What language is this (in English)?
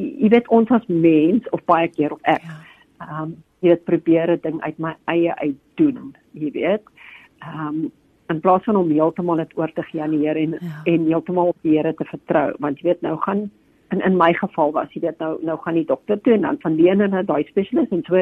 Afrikaans